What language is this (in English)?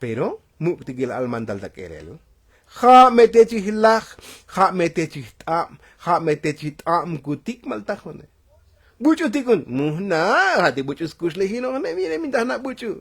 Tzotzil